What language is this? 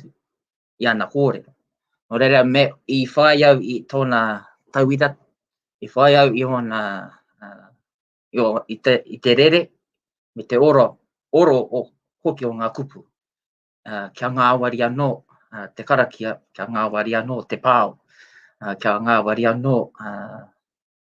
Māori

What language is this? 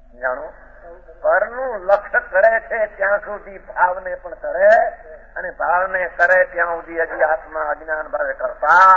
Gujarati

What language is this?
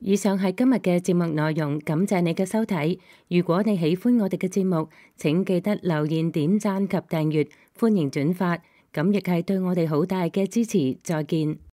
Cantonese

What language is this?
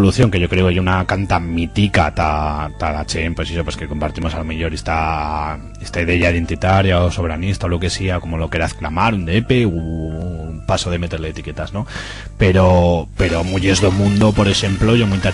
Aragonese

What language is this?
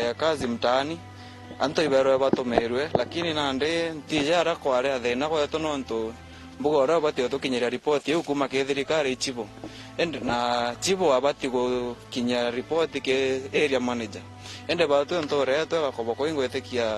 Meru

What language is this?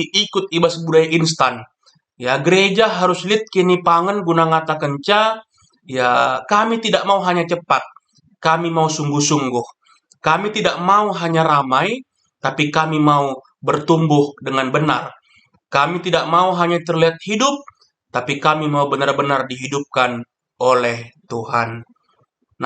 Batak Karo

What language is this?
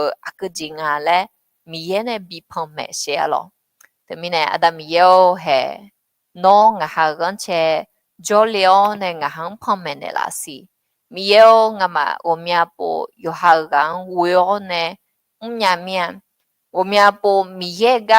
Akha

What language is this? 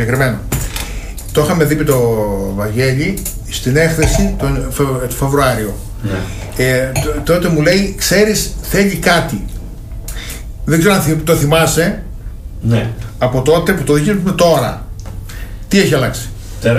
Greek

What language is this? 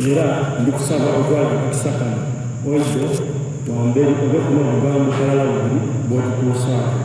Soga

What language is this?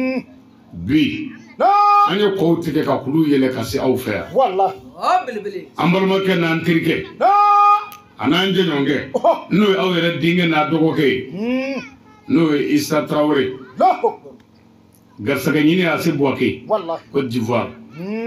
Bambara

